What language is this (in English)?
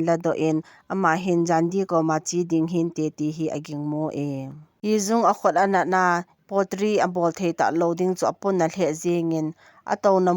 Thado Chin